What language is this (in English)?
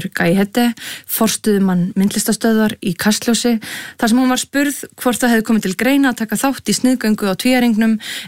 Icelandic